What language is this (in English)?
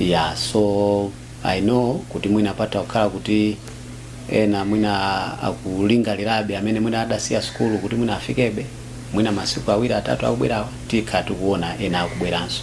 Nyanja